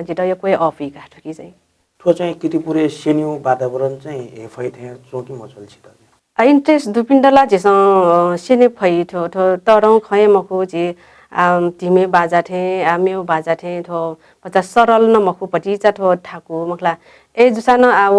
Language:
Newari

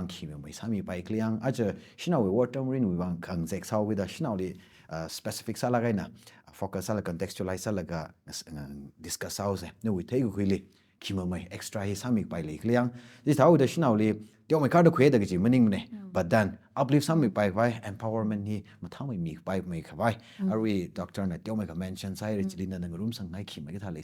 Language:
Tangkhul Naga (India)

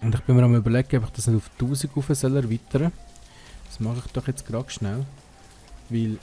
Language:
Swiss German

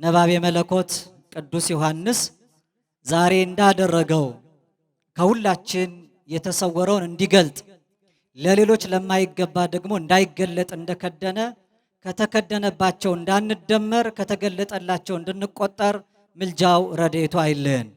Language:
Amharic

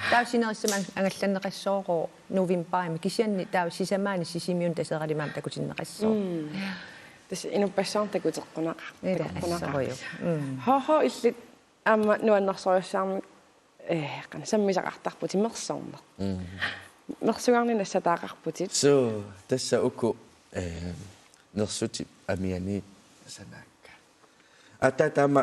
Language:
Kalaallisut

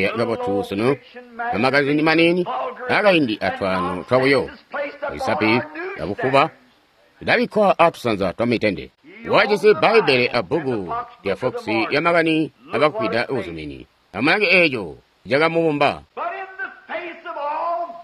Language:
Tonga (Zambia)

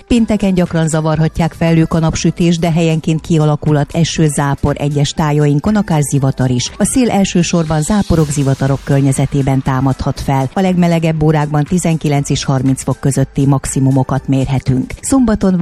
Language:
Hungarian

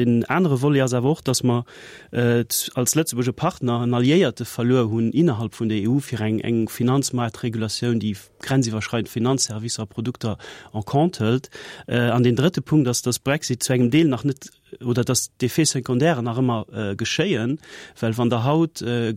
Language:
Luxembourgish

